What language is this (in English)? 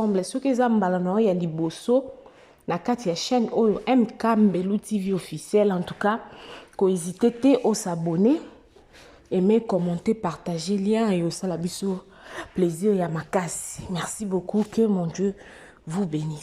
Lingala